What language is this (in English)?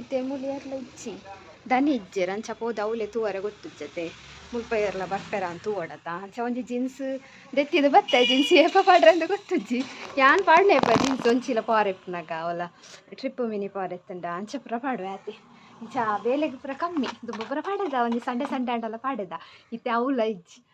Tulu